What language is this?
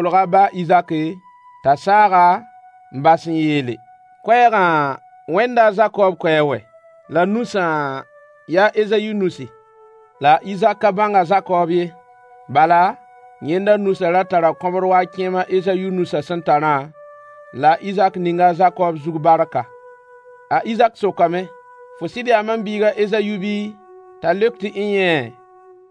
Mossi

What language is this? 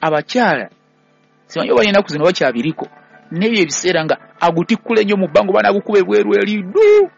Ganda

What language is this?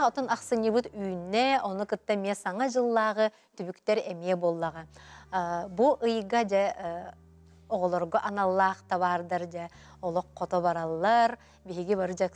Yakut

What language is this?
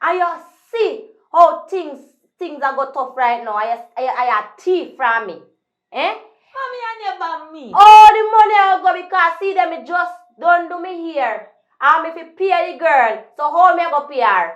Jamaican Creole English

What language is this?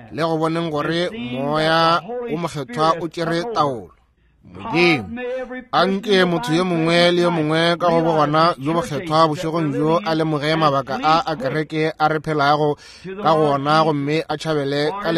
Northern Sotho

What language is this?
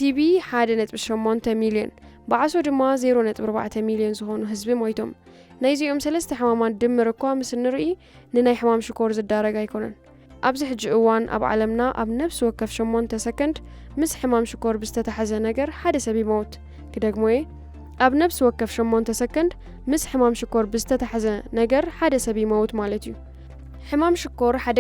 Tigrinya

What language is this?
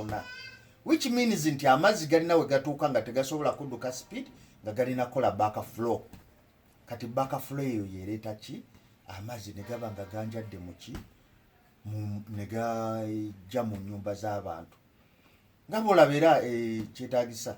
Ganda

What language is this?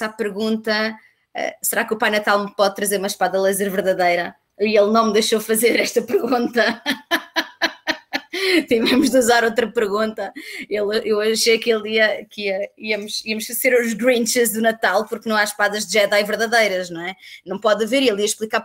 Portuguese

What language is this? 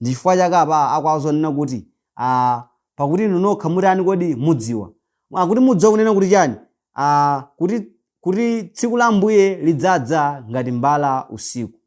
Nyanja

